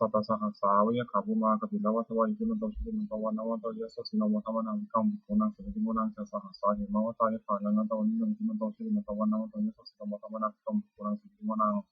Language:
Pali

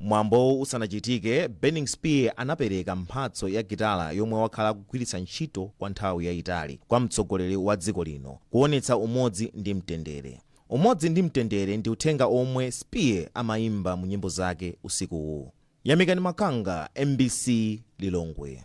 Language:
Nyanja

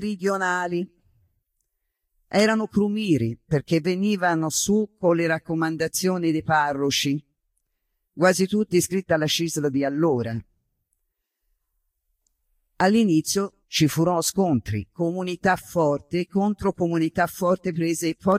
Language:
Italian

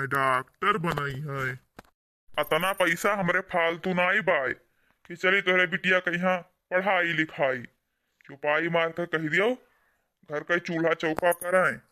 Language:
Awadhi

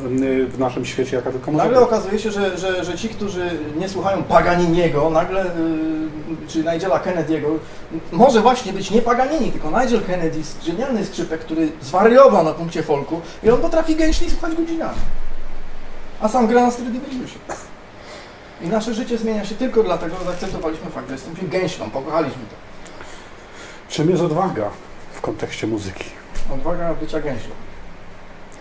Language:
Polish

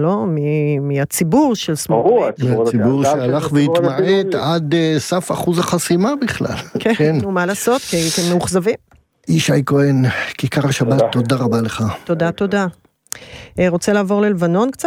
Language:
Hebrew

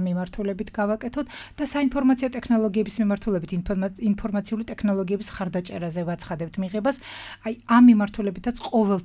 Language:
Georgian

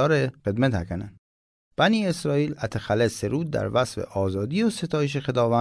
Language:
Mazanderani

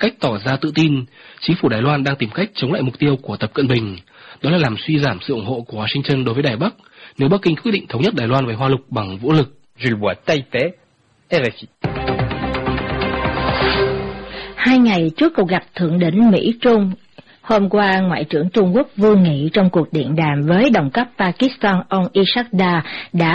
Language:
Vietnamese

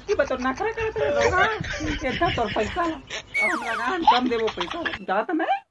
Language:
Chhattisgarhi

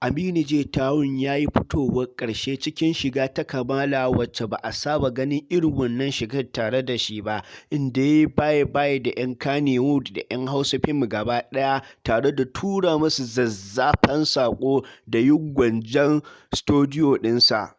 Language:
Hausa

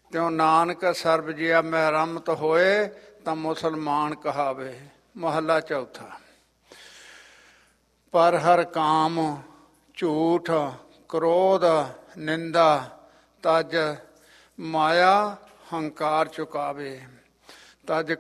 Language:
Punjabi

